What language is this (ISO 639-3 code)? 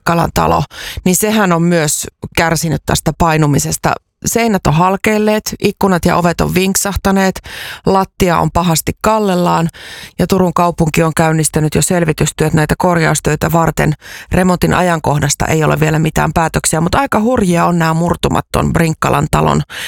fin